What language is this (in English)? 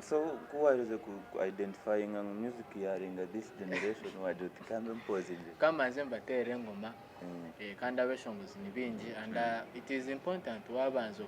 Nyankole